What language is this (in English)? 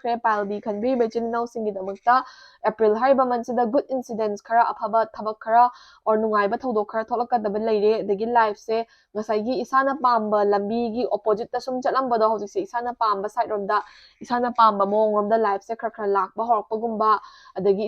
Manipuri